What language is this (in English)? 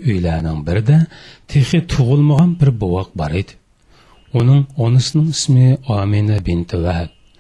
Uyghur